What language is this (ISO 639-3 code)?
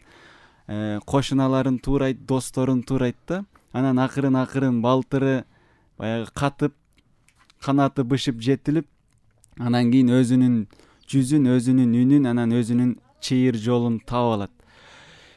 kir